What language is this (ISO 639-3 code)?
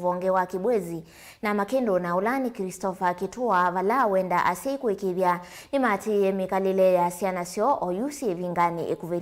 kam